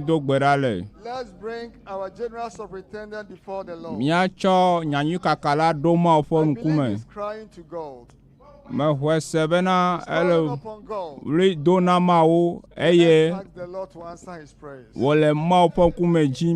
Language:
Ewe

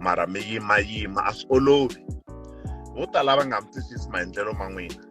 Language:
Tsonga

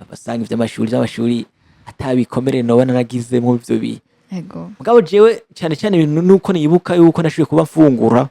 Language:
Rundi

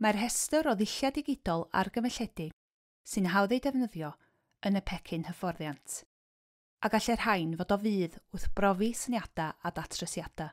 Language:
Welsh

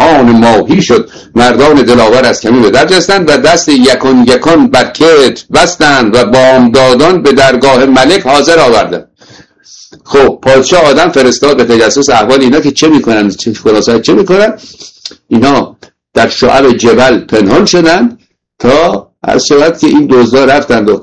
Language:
Persian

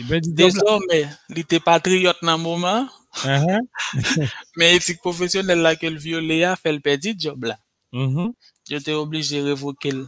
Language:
Haitian Creole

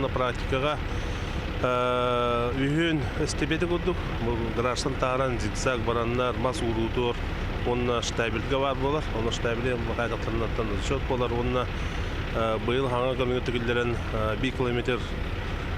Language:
Yakut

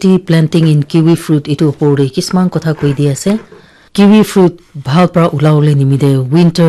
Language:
Naga Pidgin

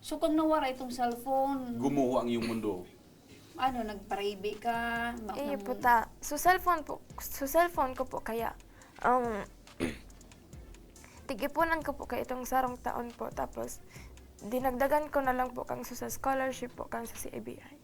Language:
Bikol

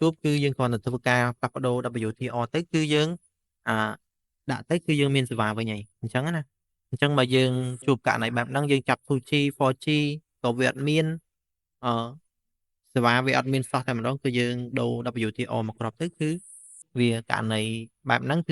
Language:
Khmer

